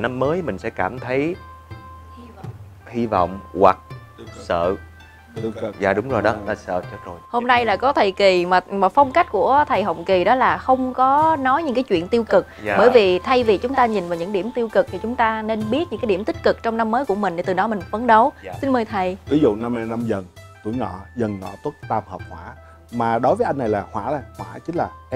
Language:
Vietnamese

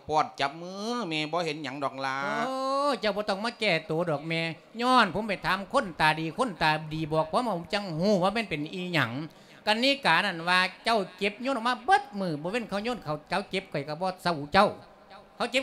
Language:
Lao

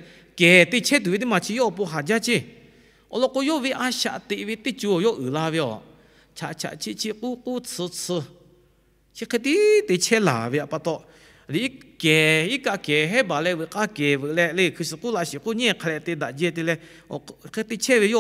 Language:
Lahu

